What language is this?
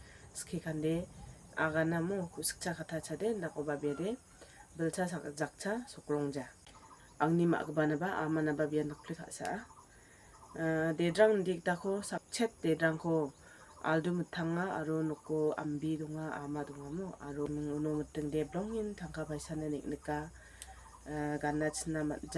Garo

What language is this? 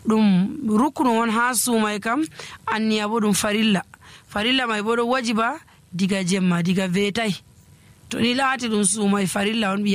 Nigerian Fulfulde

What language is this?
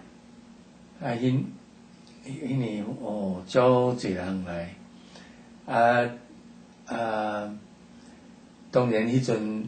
Min Nan Chinese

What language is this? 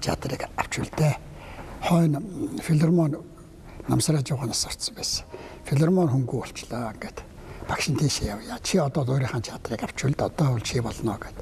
Mongolian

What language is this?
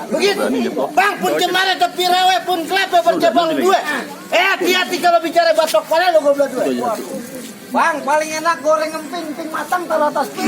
Betawi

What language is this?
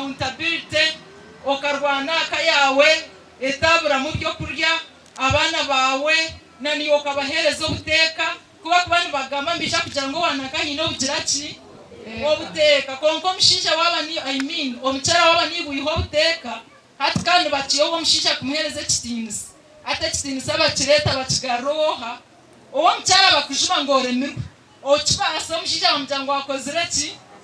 Nyankole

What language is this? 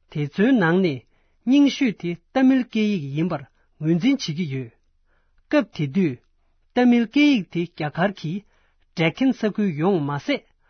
Tibetan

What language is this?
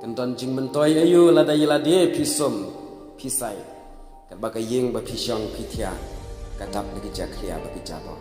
Khasi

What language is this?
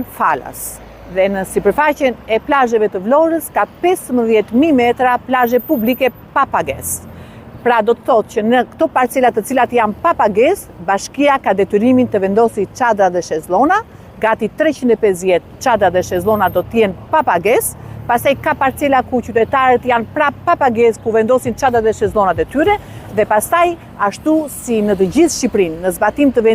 Albanian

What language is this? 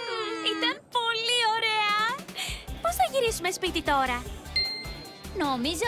Greek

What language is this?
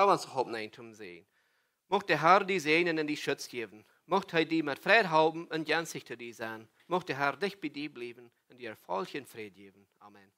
Plautdietsch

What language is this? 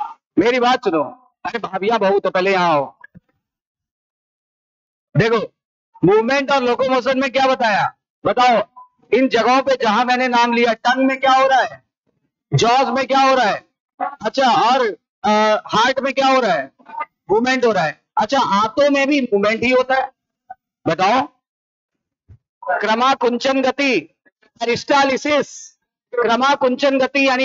Hindi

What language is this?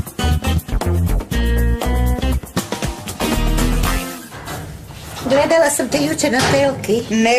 Croatian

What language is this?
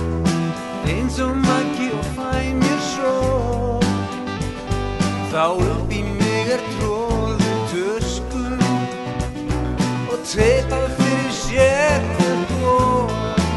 Icelandic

